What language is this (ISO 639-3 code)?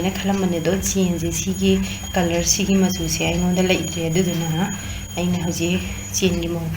mni